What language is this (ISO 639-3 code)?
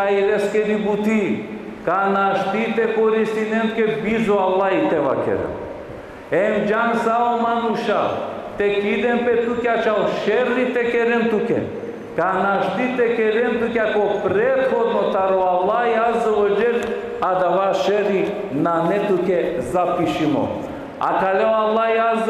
rmn